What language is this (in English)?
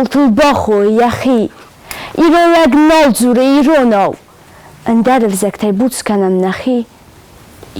Ossetic